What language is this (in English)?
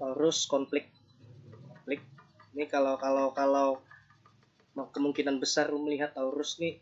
Banjar